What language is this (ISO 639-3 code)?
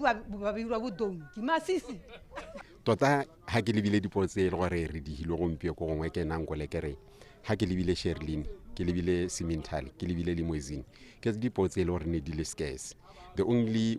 tsn